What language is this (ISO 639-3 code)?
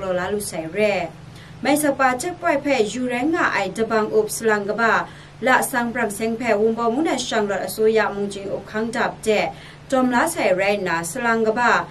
kac